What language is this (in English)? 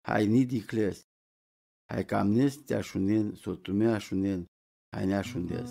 Romany